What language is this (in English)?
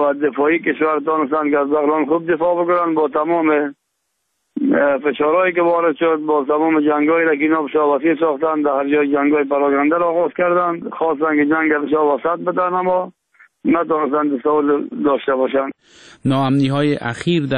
Persian